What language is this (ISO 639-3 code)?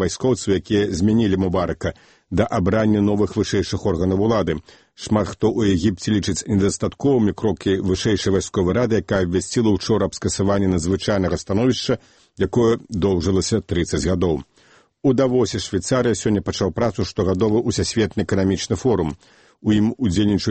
bel